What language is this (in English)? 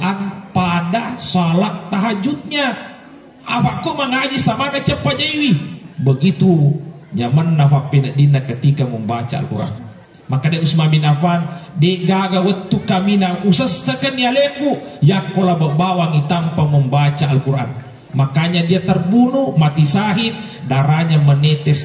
Buginese